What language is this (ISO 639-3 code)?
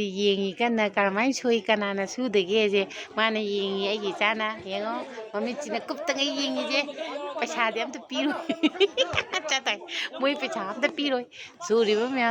mni